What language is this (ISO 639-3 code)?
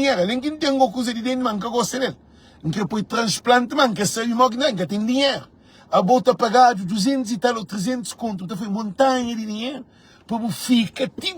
kea